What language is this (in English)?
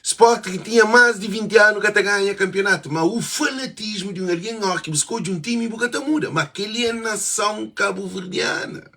Kabuverdianu